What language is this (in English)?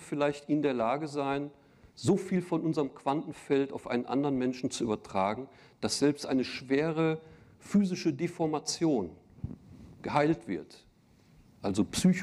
German